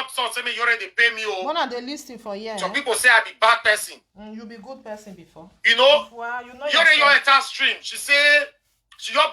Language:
Nigerian Pidgin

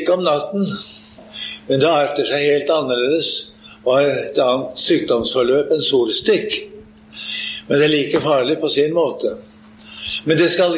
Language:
Norwegian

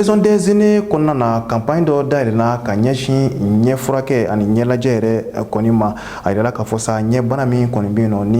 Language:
Bambara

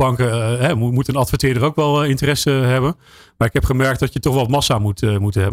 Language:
Dutch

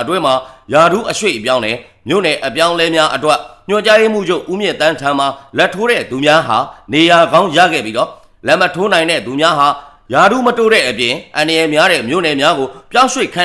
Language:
Burmese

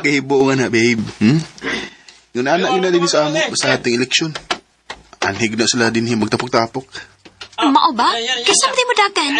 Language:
Cebuano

